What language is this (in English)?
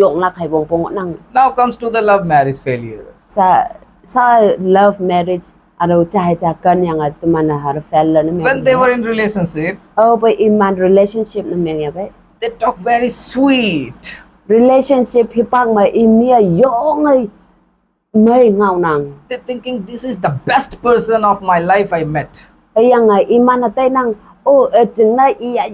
Konyak Naga